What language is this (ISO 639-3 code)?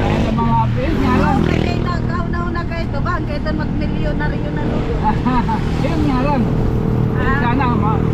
war